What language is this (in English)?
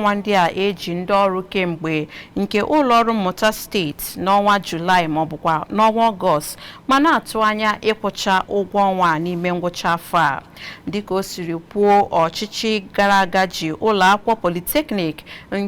Igbo